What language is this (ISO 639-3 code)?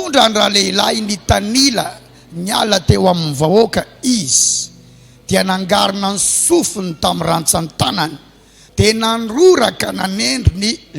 mlg